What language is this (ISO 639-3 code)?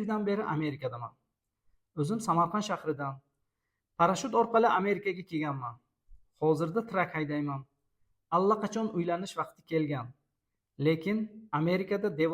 uzb